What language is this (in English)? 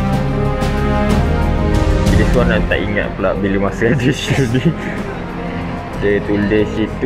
Malay